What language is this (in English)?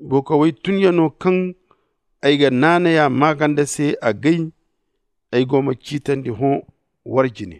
Zarma